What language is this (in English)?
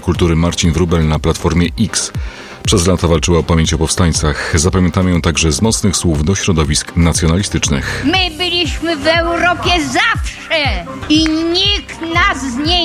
Polish